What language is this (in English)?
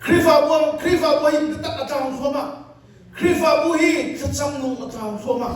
Hakha Chin